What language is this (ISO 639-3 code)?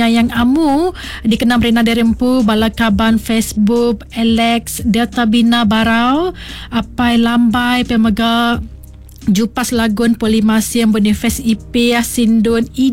iba